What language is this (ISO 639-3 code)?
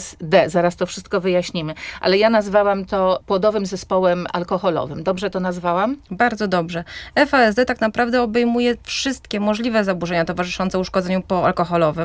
pol